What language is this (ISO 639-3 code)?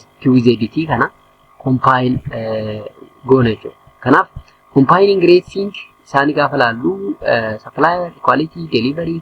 orm